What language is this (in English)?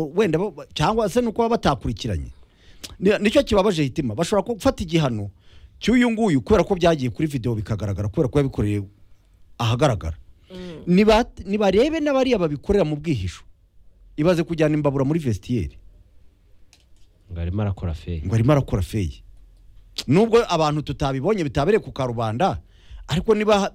Kinyarwanda